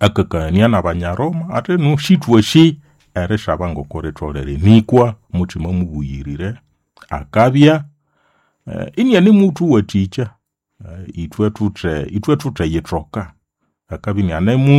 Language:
Nande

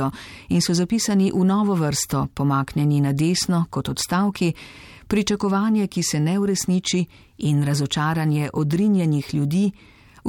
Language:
Slovenian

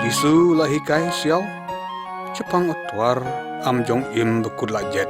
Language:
Lyngngam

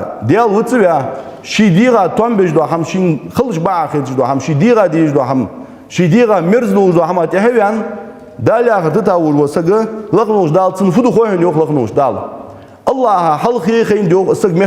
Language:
Ingush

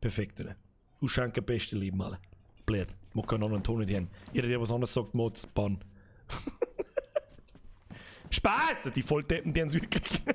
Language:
Bavarian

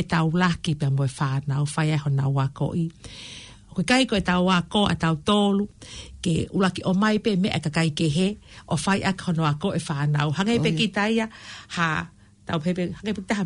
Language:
Tongan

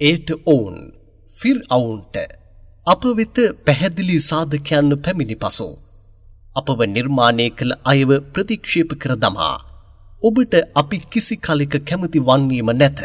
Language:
Sinhala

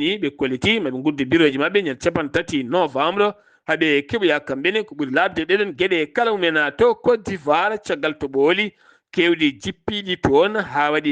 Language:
Fula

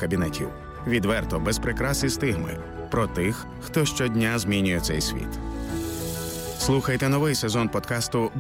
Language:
Ukrainian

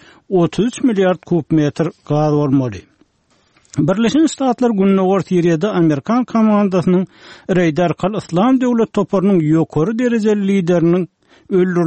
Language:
Turkmen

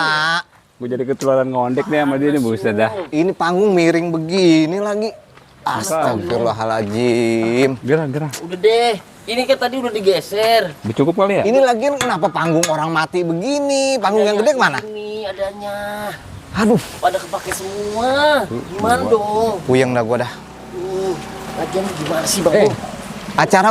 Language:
Betawi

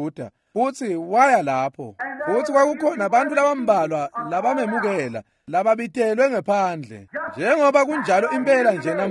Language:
Swati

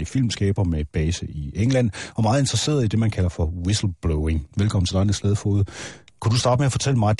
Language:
Danish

